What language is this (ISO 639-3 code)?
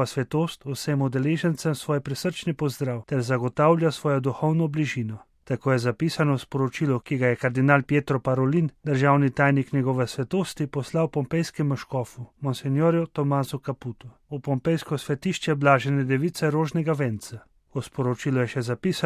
slv